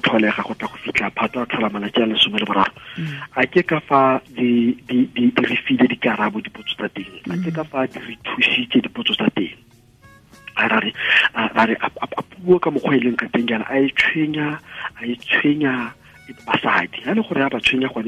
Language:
Tswana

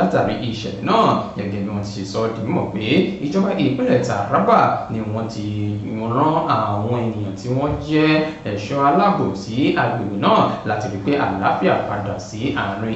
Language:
Yoruba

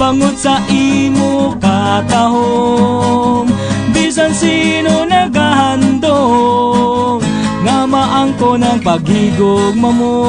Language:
Hiligaynon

